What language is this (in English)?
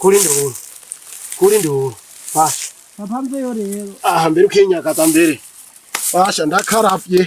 Rundi